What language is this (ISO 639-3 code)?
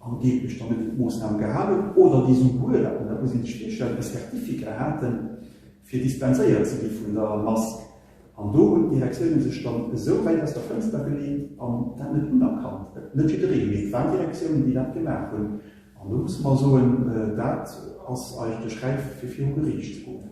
ltz